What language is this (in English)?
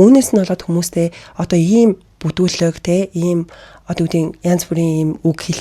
Mongolian